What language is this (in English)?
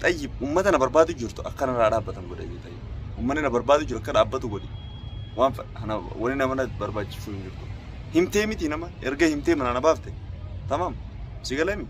Oromo